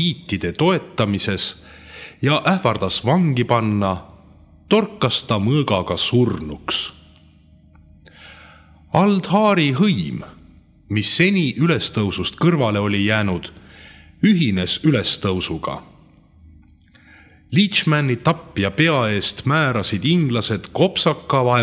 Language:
Estonian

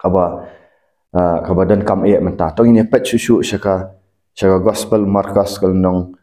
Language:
Khasi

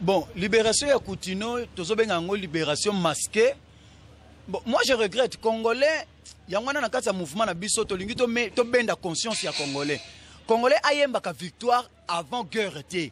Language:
Lingala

